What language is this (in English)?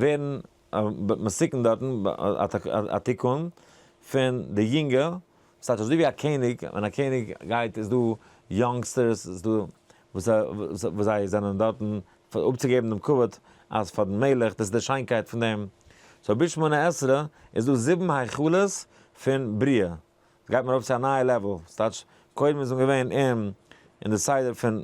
Yiddish